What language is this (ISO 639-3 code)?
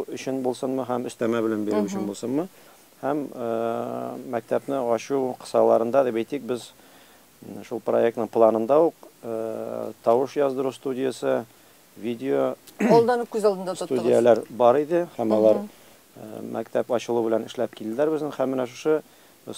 tat